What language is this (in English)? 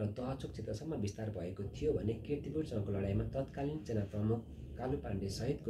Nepali